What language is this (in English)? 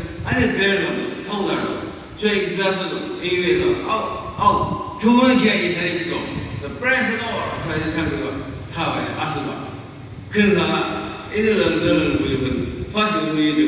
Yimchungru Naga